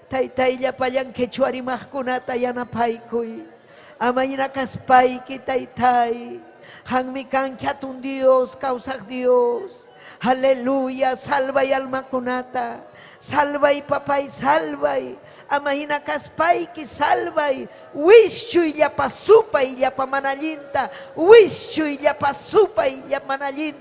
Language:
Ayacucho Quechua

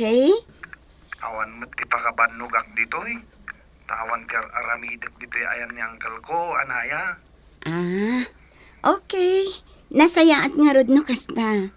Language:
Iloko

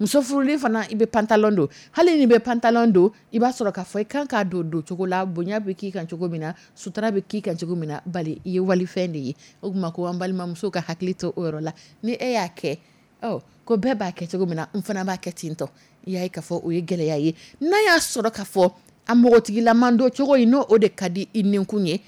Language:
Dyula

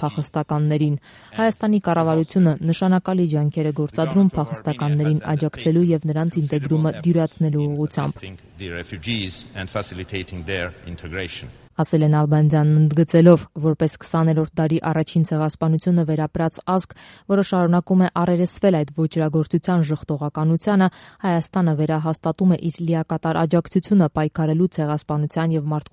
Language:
Armenian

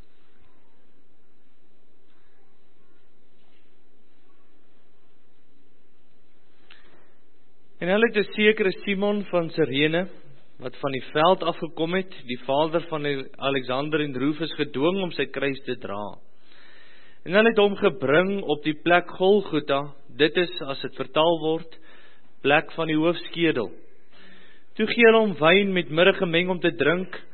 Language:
Afrikaans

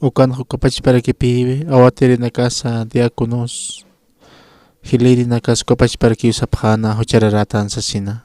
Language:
Aymara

